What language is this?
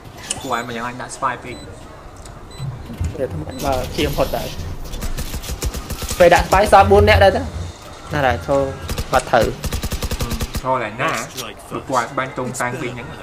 Vietnamese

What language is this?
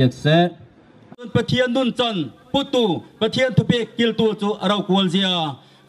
Bawm Chin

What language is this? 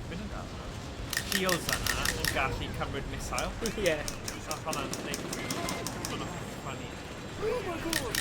Welsh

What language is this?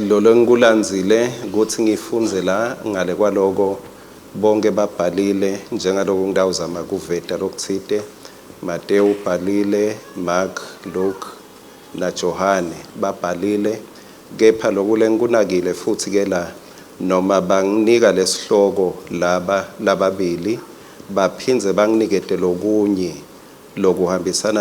Swati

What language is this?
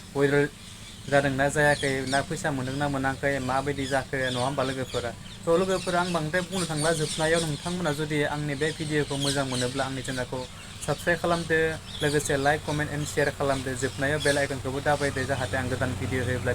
Bodo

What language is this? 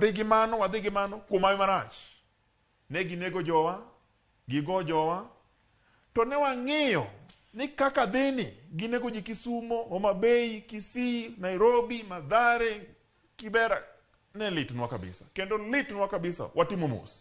Luo (Kenya and Tanzania)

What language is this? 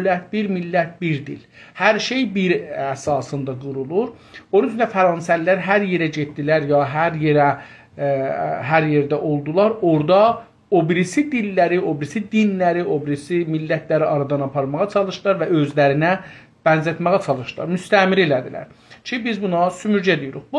South Azerbaijani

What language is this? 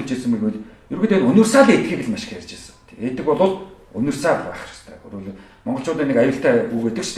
Mongolian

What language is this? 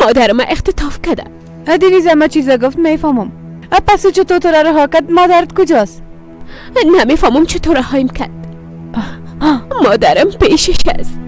Persian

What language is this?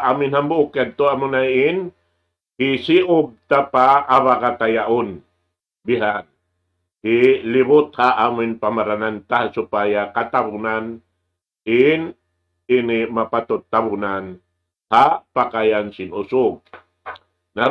Tausug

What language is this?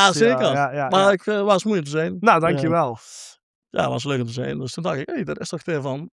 Limburgish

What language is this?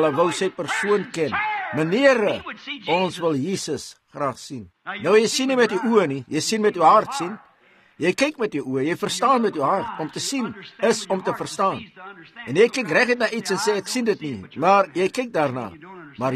Afrikaans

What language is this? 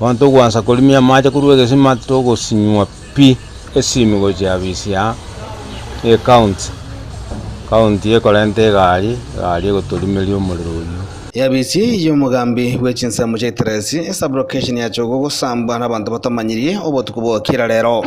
Gusii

